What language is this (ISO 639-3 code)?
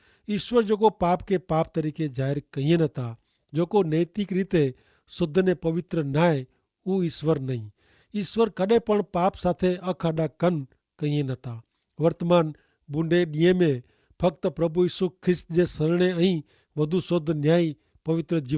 kfr